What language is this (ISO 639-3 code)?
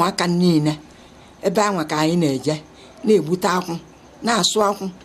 ibo